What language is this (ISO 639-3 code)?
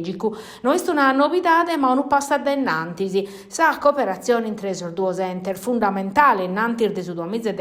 srd